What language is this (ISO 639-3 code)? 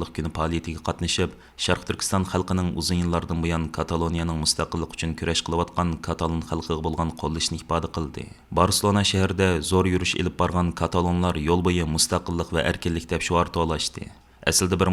uig